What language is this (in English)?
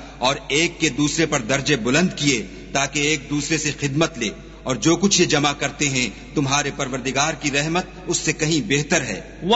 Urdu